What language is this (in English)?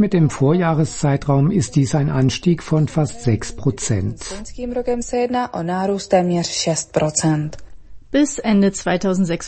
German